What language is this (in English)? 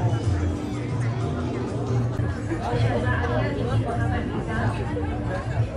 Malay